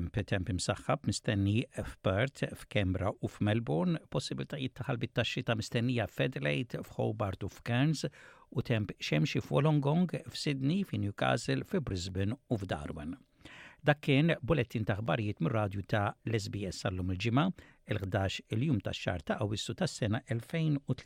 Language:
Maltese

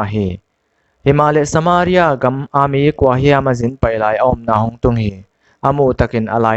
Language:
Paite Chin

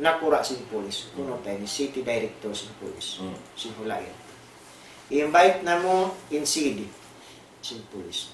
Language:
Tausug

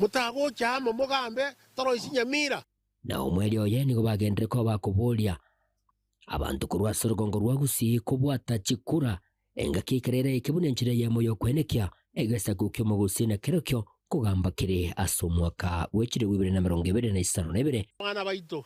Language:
Gusii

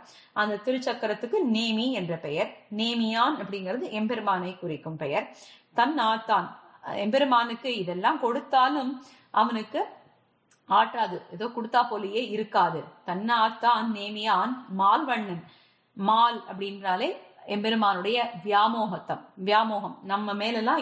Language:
Tamil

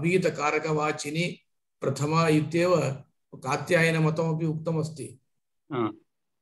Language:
Sanskrit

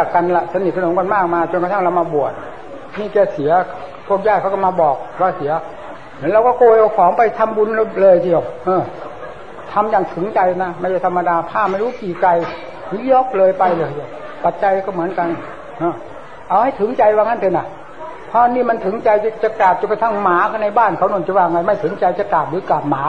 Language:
Thai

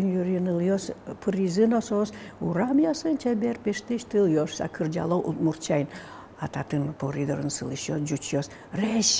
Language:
Udmurt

